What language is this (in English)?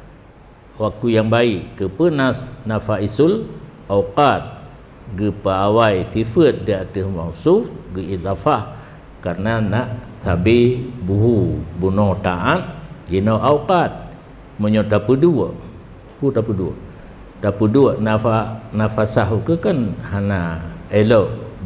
Achinese